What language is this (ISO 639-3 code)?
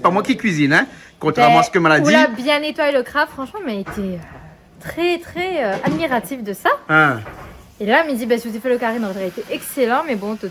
rcf